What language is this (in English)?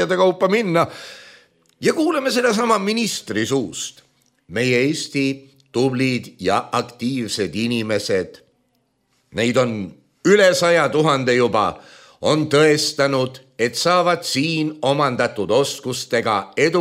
Estonian